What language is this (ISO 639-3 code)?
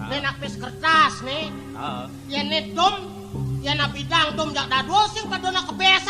ban